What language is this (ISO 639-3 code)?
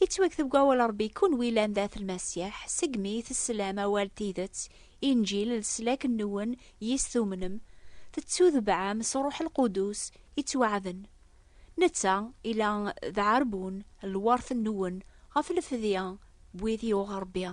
kab